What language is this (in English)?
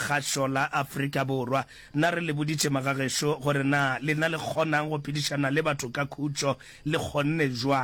Northern Sotho